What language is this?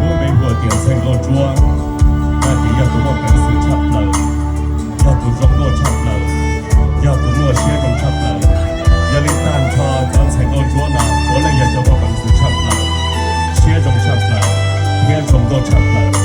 Hmong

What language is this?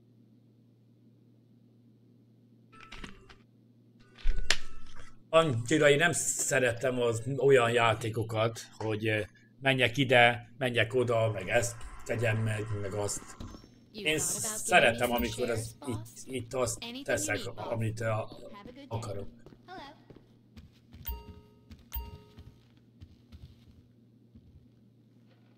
Hungarian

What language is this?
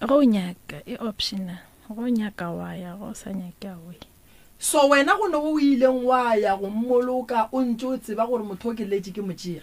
Northern Sotho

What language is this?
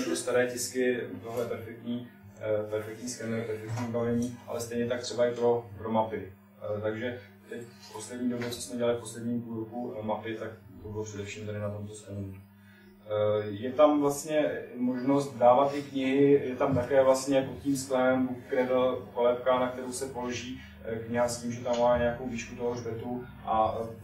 Czech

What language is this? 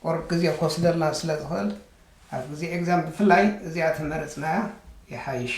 Tigrinya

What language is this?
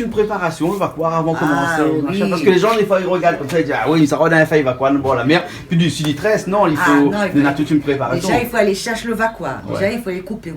Réunion Creole French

